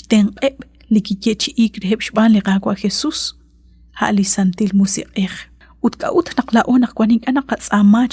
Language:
Kekchí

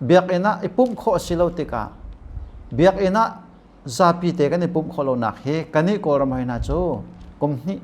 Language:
Hakha Chin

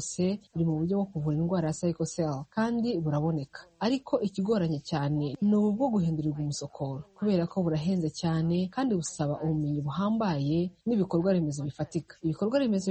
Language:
Kinyarwanda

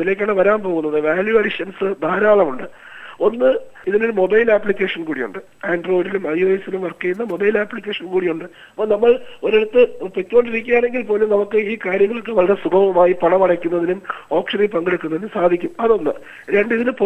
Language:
Malayalam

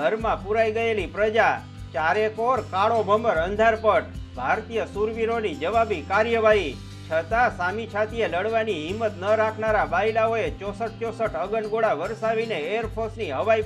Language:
Gujarati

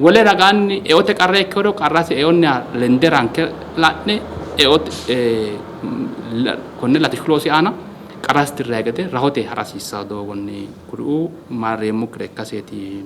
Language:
Sidamo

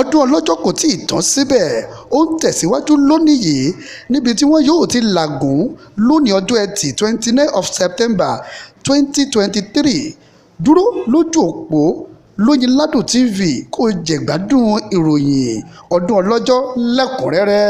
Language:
Yoruba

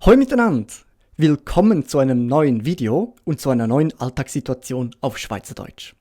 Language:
Swiss German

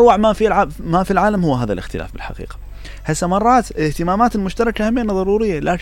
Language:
Mesopotamian Arabic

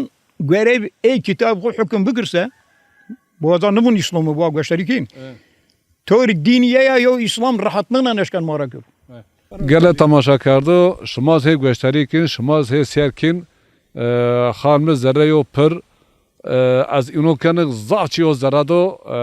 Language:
Zaza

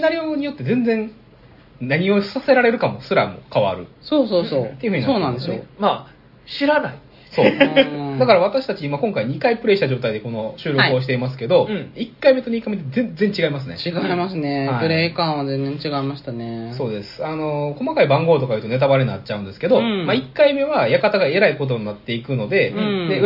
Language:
Japanese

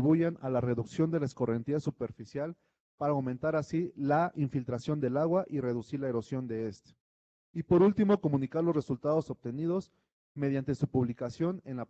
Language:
Spanish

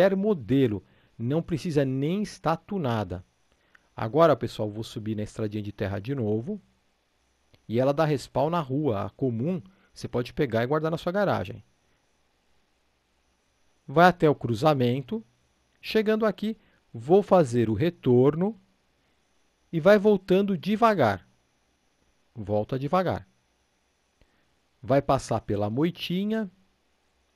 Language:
Portuguese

